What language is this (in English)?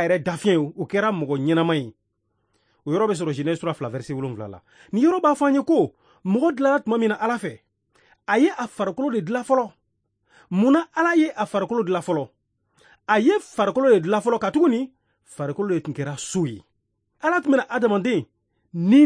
Bambara